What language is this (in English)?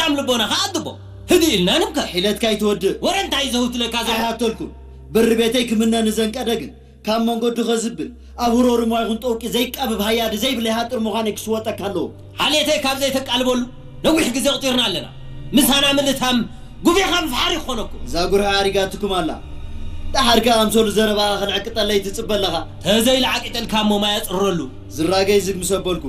Tigrinya